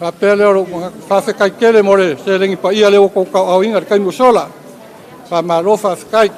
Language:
Samoan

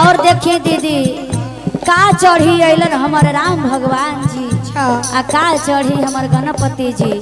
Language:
Magahi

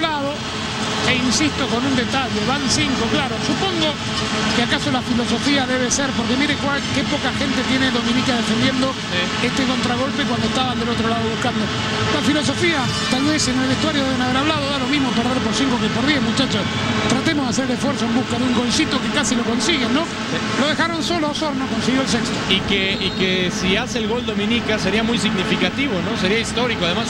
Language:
Spanish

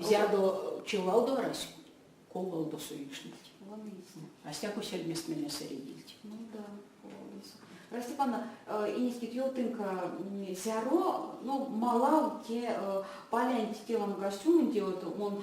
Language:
Erzya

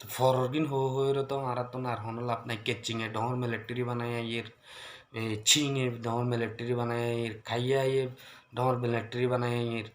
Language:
Rohingya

